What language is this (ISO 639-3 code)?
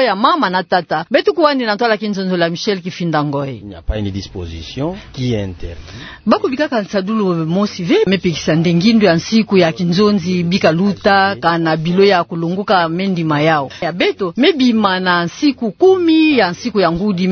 ktu